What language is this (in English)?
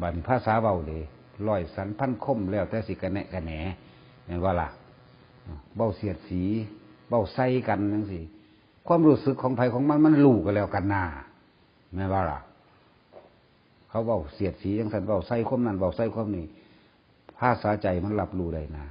Northeastern Thai